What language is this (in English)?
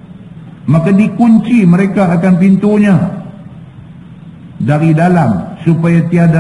Malay